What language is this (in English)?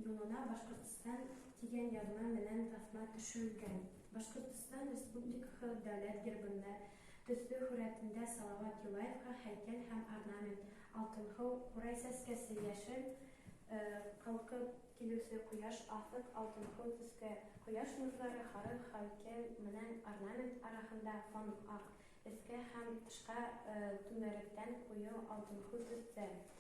Bashkir